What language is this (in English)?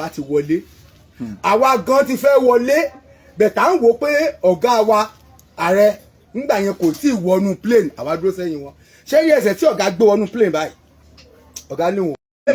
Yoruba